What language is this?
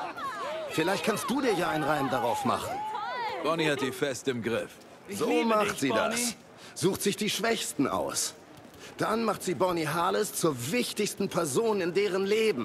German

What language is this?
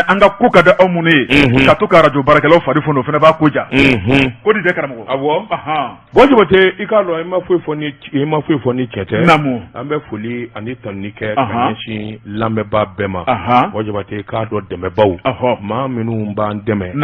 Bambara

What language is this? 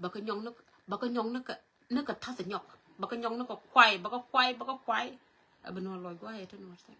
Nuer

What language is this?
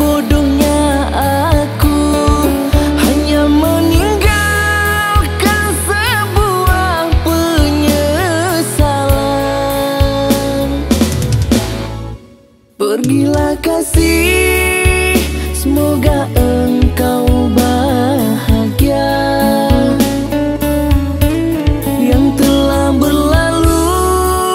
Indonesian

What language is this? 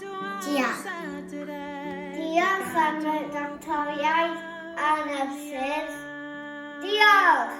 Welsh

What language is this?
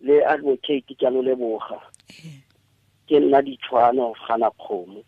Tswana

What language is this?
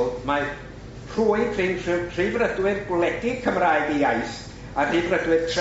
Welsh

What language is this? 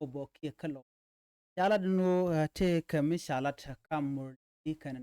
Nuer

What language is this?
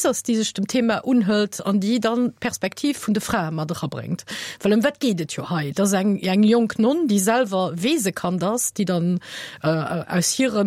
Luxembourgish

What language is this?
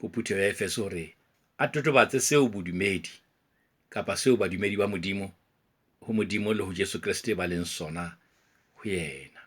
Southern Sotho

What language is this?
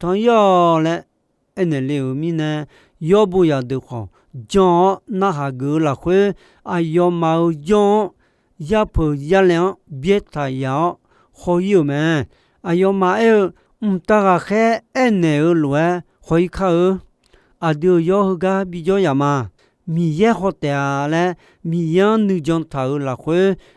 Akha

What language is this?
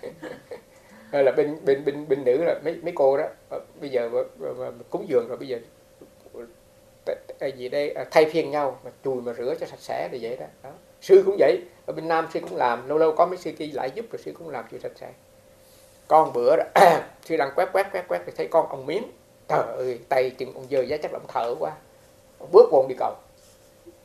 Vietnamese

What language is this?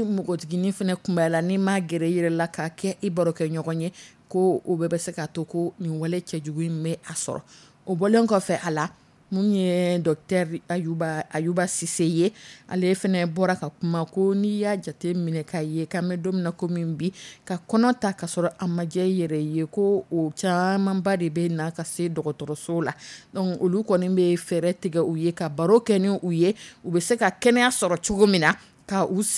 Dyula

